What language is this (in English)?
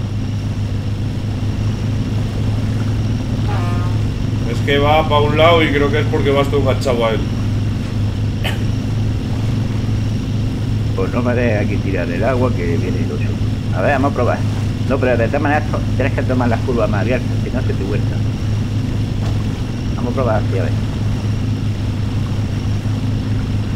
Spanish